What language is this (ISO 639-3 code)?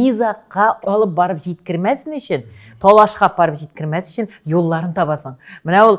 tat